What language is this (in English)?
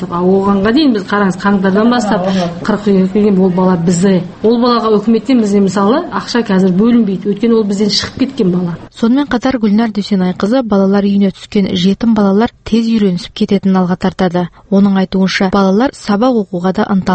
Kazakh